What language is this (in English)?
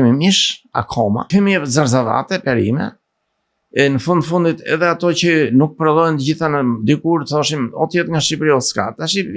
Albanian